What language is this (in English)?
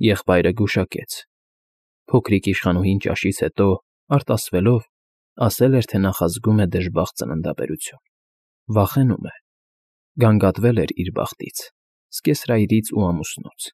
Armenian